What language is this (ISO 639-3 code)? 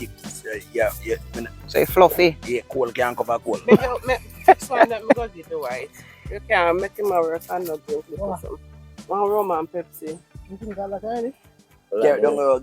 jam